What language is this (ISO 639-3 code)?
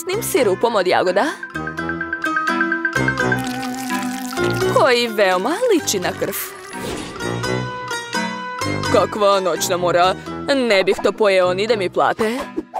srp